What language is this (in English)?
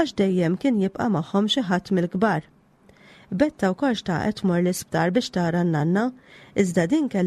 Maltese